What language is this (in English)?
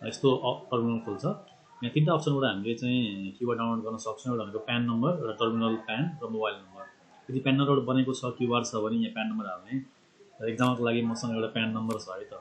Nepali